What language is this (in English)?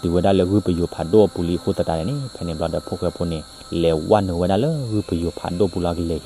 S'gaw Karen